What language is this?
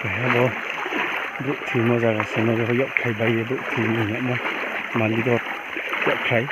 Riang (India)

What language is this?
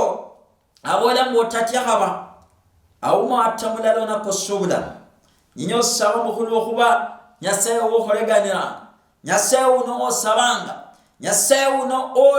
Luyia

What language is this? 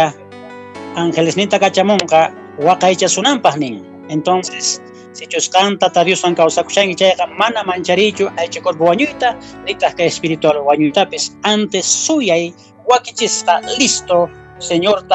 Quechua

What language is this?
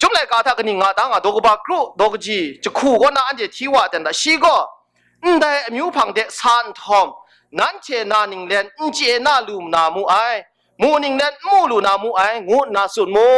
Kachin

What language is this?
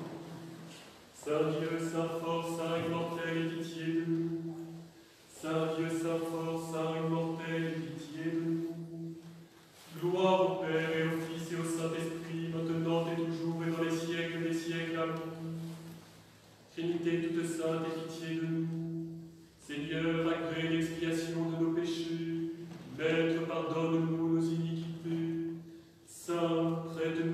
French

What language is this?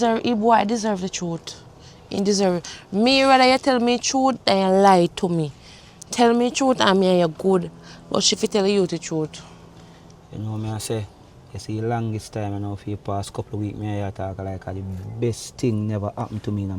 Jamaican Creole English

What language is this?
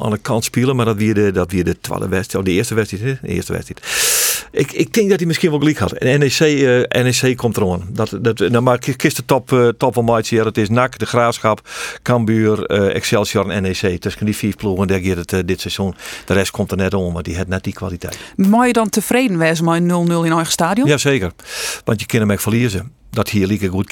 Western Frisian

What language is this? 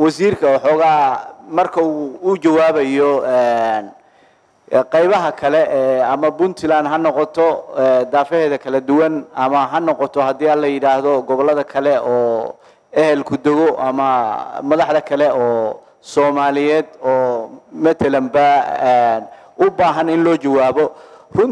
Somali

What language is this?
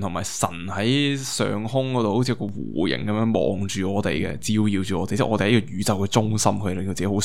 Cantonese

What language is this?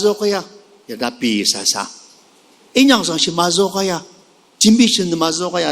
Ao Naga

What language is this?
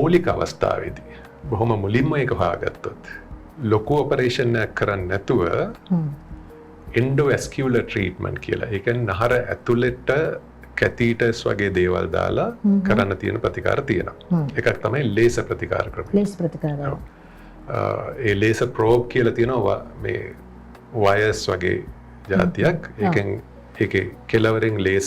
Sinhala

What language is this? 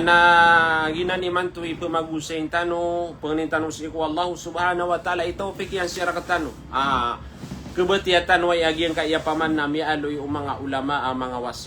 Maranao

